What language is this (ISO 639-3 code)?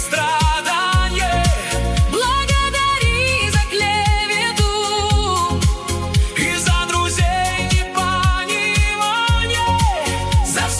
rus